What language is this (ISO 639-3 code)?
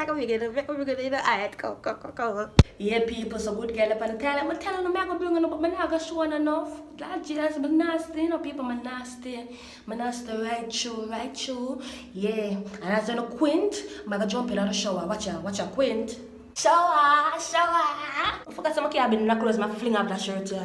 jam